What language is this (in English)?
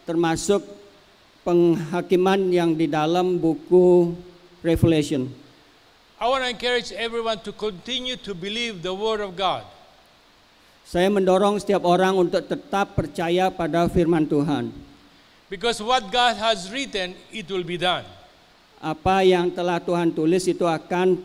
Indonesian